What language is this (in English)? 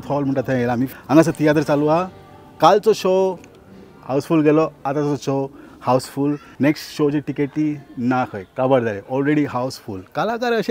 Konkani